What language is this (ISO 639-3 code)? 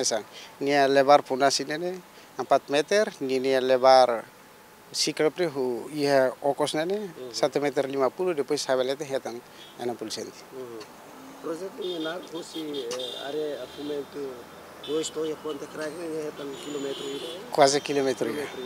tet